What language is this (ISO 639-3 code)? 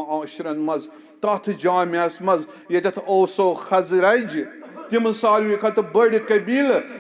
kas